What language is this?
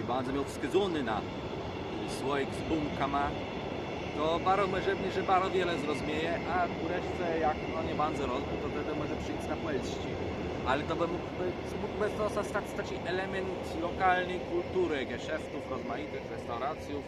Kashubian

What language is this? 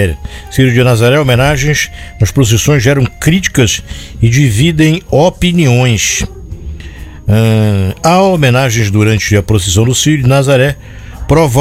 Portuguese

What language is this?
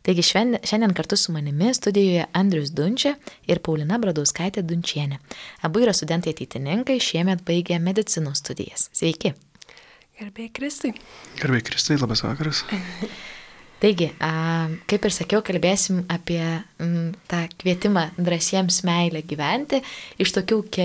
Lithuanian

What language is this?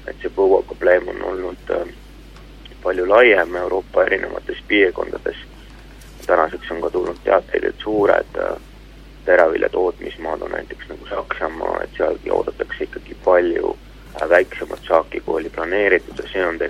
Estonian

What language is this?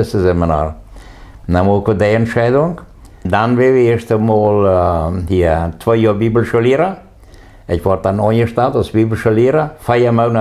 Plautdietsch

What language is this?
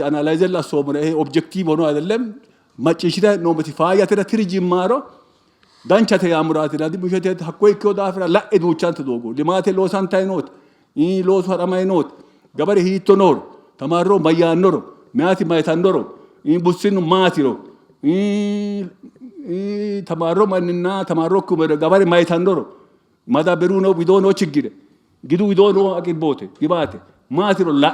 Sidamo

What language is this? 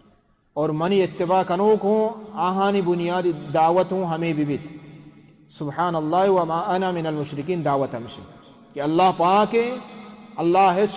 Baluchi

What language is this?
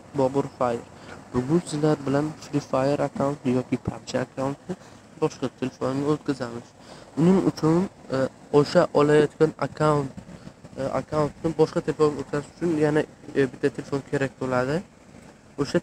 Uzbek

